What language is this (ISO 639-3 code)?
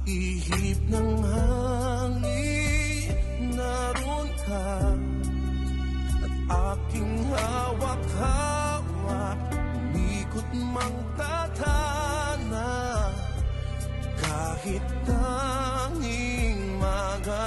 fil